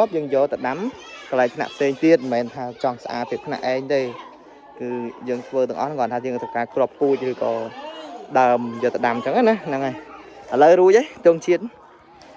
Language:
Khmer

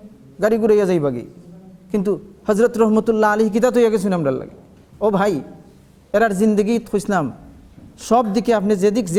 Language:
Sylheti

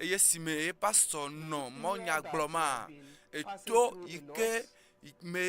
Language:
Ewe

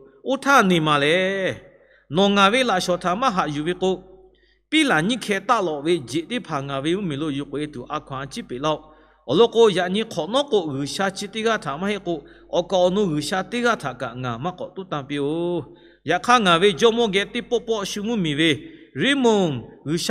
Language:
Lahu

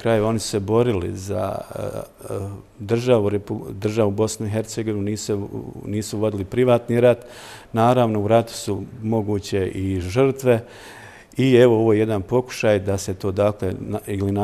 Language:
Bosnian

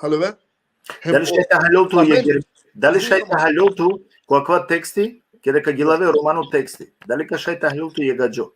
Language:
Balkan Romani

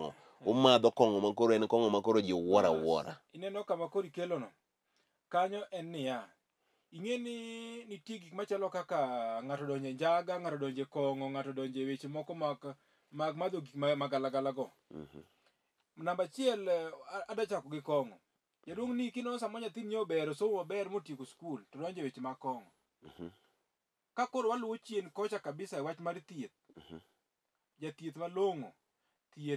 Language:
Luo (Kenya and Tanzania)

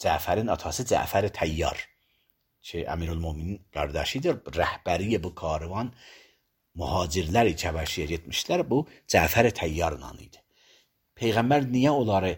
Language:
Azerbaijani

